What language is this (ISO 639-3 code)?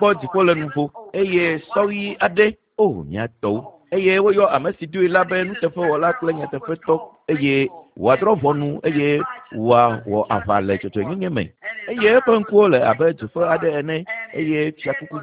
ewe